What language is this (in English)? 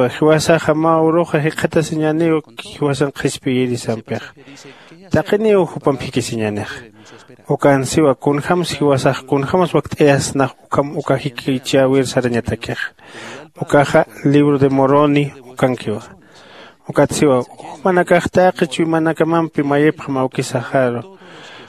Aymara